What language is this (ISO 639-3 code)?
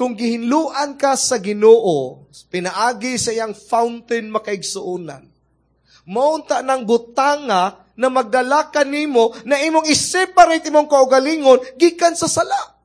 ceb